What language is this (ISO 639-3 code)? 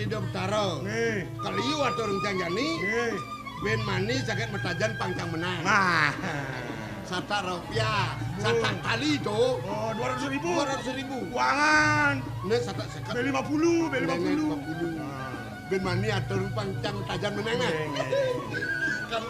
ban